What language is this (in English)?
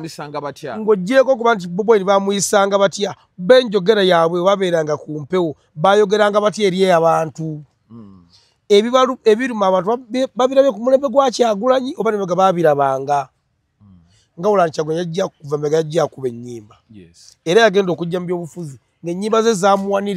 Ganda